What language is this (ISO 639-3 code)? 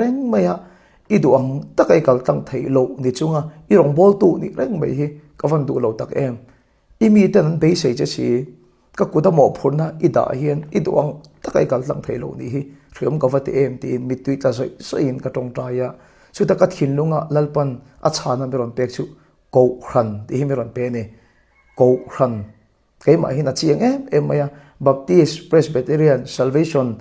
lus